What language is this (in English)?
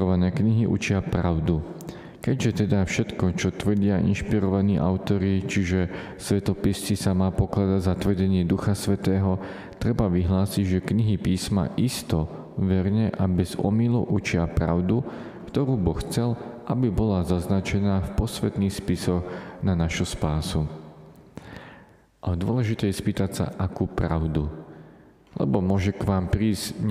Slovak